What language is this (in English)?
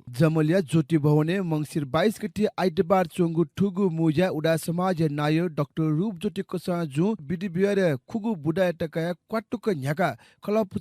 Newari